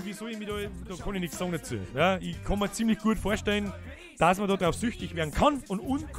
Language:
Bavarian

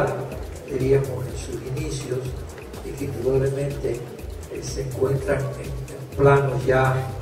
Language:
Spanish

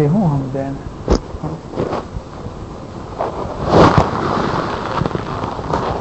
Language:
Gujarati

